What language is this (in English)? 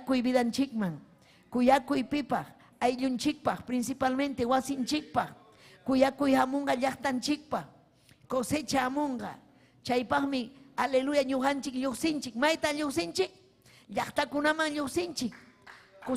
Ayacucho Quechua